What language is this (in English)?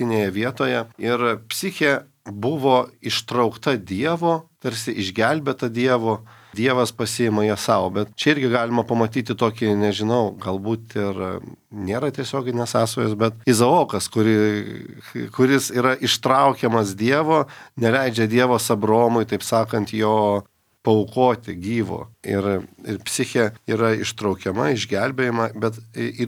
Lithuanian